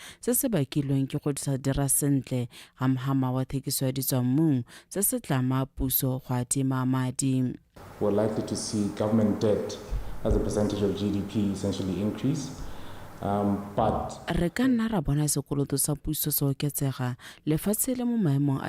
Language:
Tswana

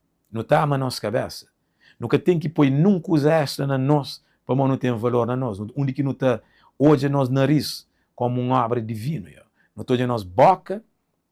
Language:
Kabuverdianu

